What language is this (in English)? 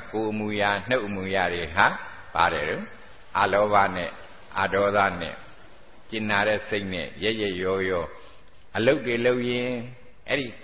Burmese